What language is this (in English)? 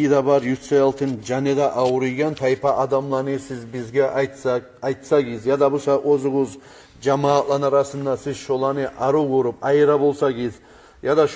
Kumyk